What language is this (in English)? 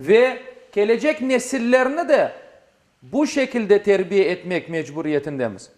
Crimean Tatar